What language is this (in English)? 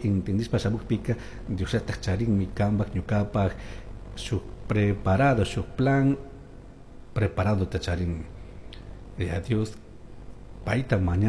Chimborazo Highland Quichua